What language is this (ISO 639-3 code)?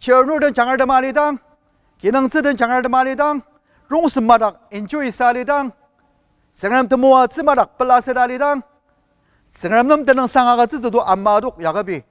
njo